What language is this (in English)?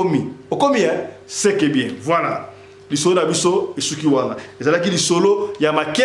Lingala